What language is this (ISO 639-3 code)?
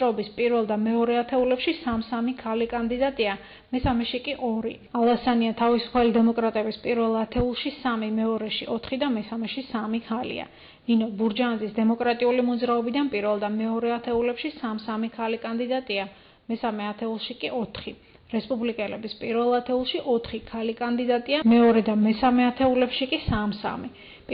kat